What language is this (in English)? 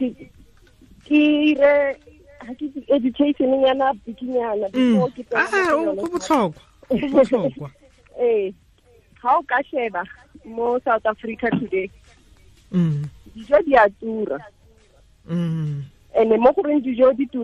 Tswana